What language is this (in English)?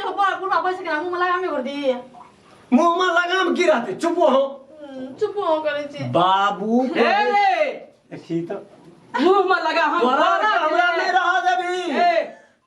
Maithili